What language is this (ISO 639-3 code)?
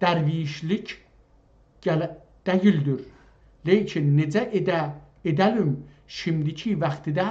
azb